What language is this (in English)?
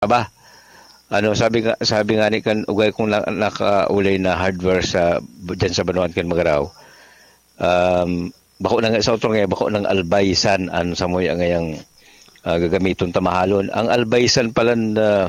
Bikol